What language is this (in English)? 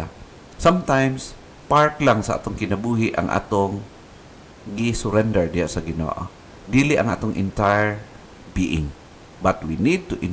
Cebuano